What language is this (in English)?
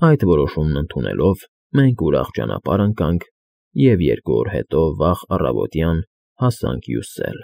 Armenian